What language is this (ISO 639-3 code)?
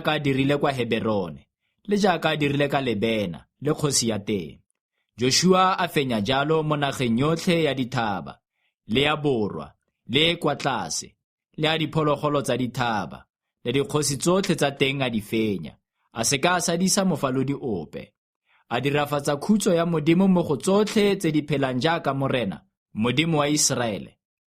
tsn